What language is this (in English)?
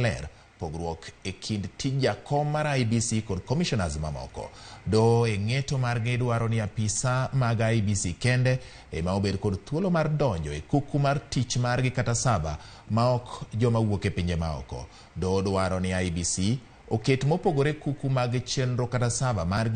Luo (Kenya and Tanzania)